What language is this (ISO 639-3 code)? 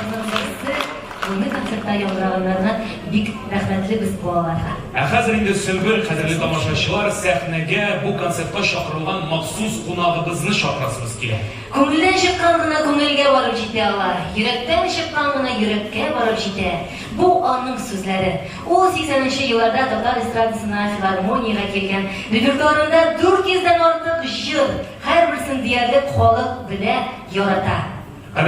tat